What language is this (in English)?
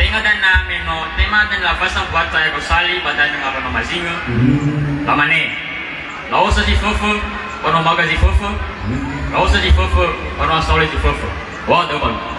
Nias